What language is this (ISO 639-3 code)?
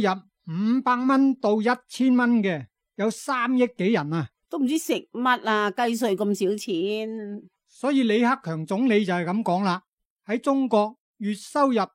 yue